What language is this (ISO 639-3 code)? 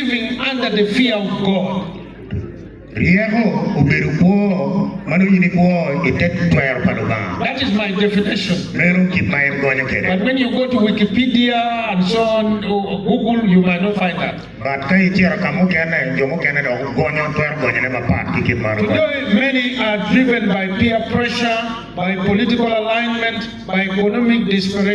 ach